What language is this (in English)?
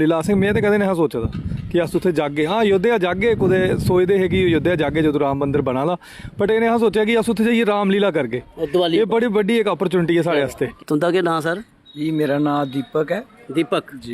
Dogri